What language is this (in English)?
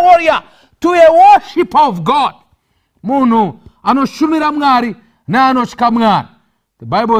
Shona